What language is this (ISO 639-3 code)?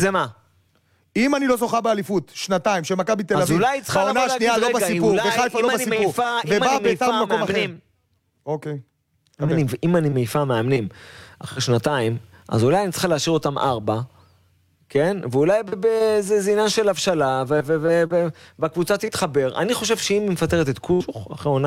heb